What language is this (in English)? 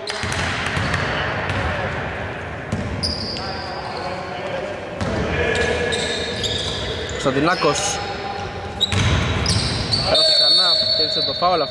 Greek